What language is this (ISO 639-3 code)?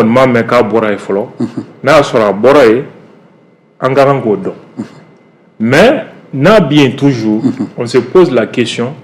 bam